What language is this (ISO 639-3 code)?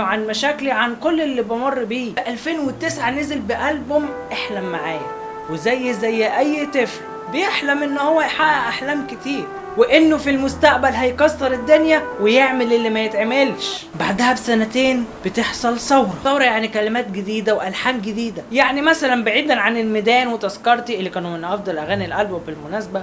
arz